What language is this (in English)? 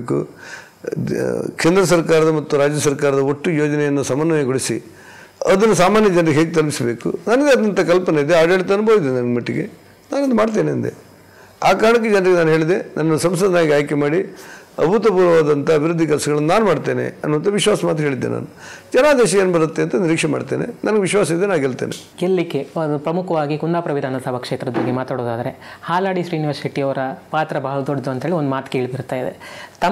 Kannada